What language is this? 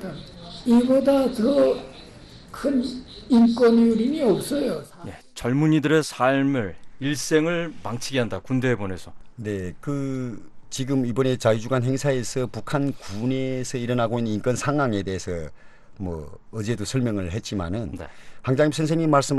Korean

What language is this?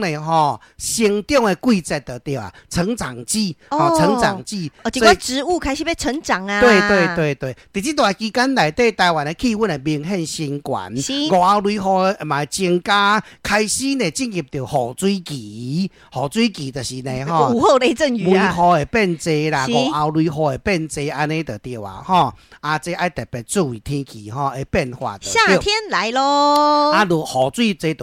Min Nan Chinese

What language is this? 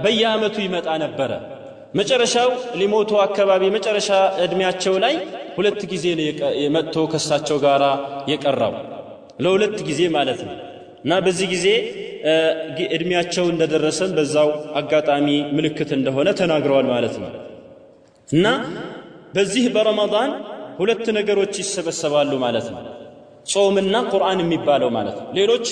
Amharic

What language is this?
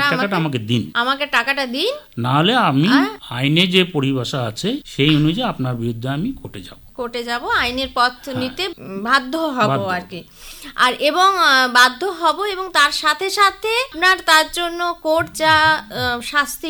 Bangla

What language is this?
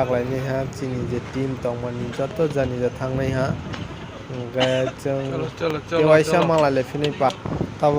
Kok Borok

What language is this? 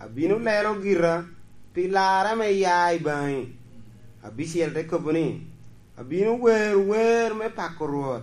Lango (Uganda)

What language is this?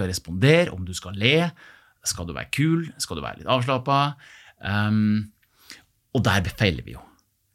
Norwegian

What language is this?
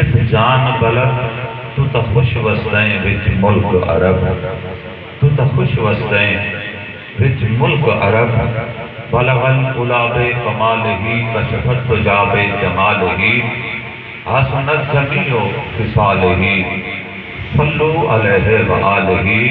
Saraiki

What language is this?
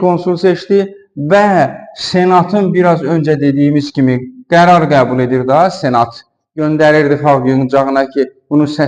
Azerbaijani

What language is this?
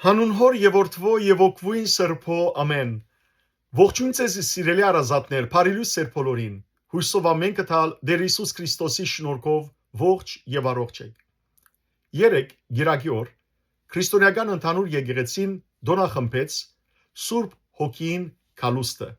Western Armenian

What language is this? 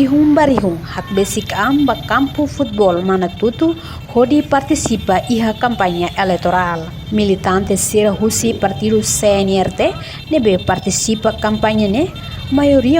Tetum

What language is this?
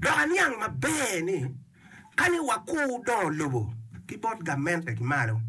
Acoli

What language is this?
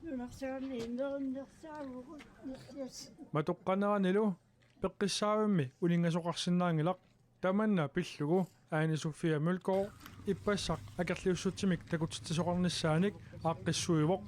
Kalaallisut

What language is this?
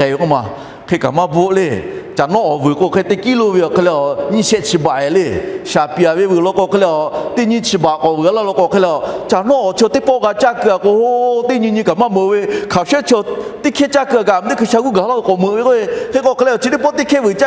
Lahu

